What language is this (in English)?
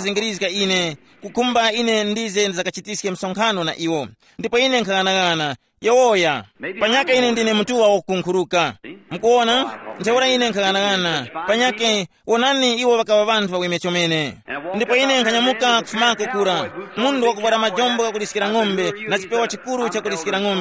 Tumbuka